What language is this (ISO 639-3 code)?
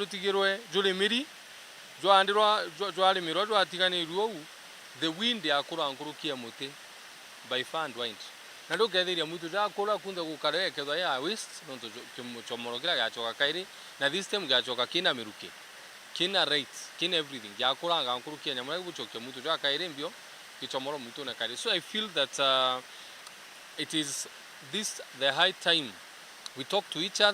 mer